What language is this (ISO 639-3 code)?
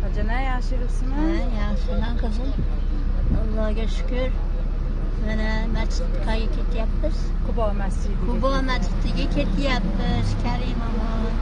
uzb